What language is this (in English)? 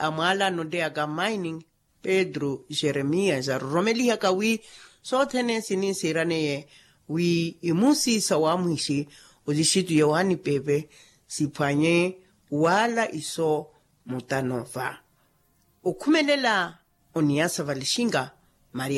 Makhuwa